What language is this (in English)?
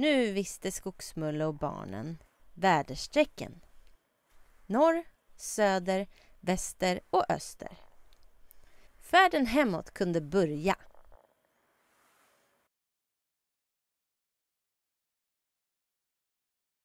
Swedish